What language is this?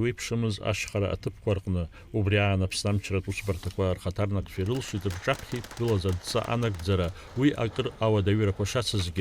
Abkhazian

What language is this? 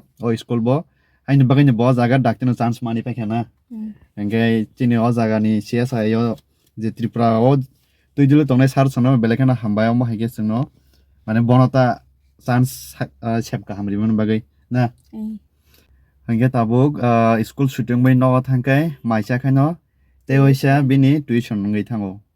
Kok Borok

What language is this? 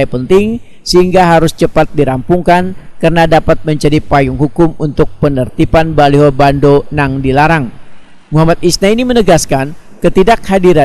Banjar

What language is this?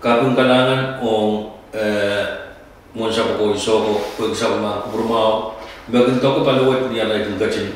Pohnpeian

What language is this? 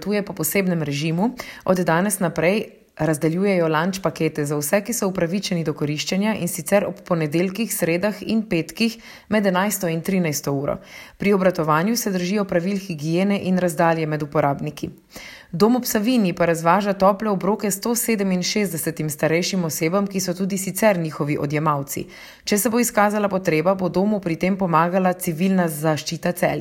Slovenian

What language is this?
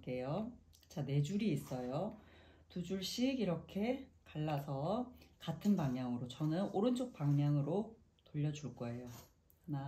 Korean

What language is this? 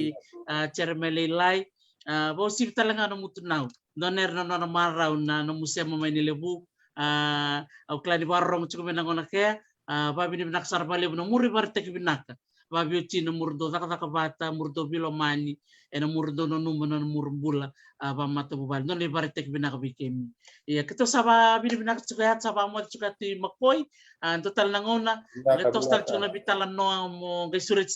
Fijian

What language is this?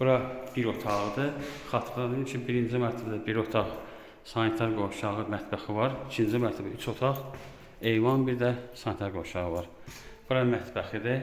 Azerbaijani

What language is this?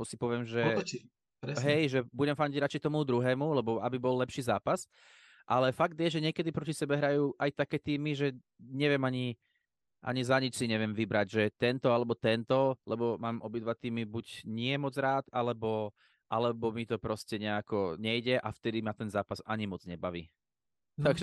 Slovak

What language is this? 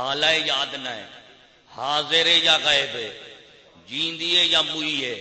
Saraiki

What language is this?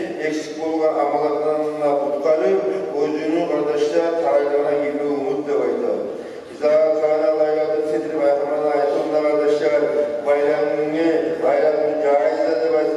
Kumyk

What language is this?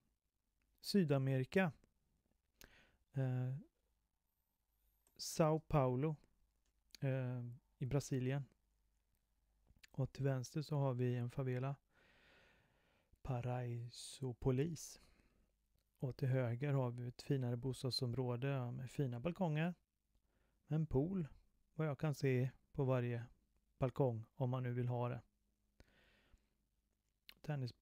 Swedish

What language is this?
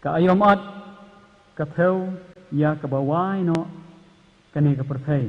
Khasi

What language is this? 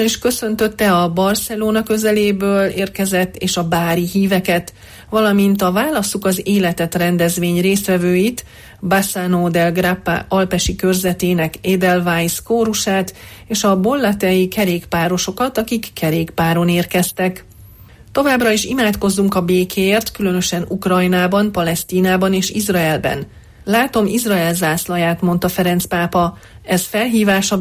Hungarian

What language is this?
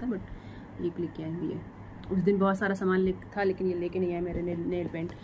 Hindi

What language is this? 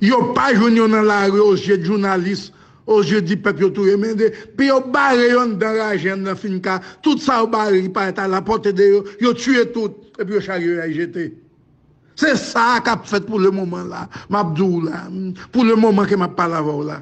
Haitian Creole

